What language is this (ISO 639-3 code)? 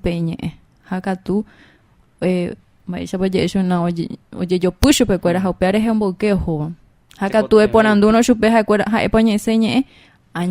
grn